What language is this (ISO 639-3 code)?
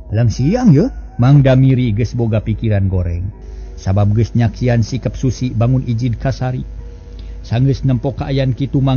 sun